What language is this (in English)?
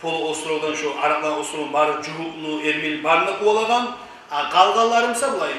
Kumyk